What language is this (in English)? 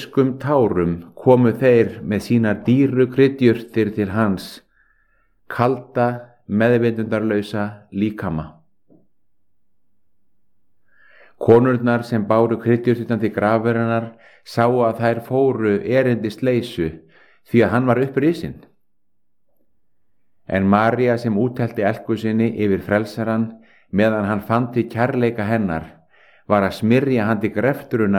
Icelandic